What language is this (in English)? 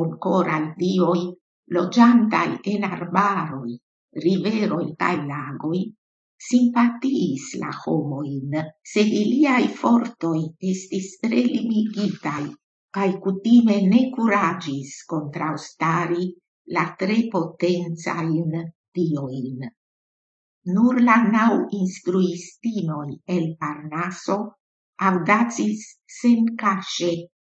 Esperanto